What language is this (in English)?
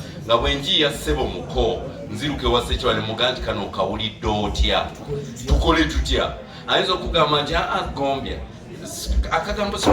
Ganda